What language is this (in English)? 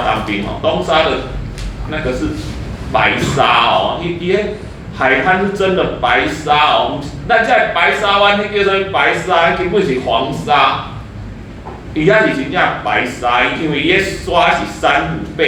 Min Nan Chinese